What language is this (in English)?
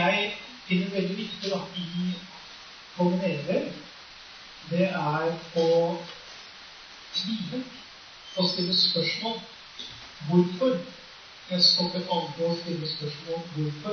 Norwegian